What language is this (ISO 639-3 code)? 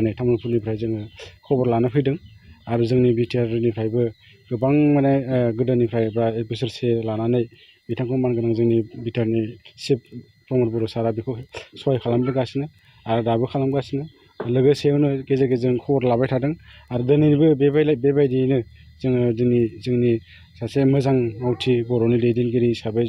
brx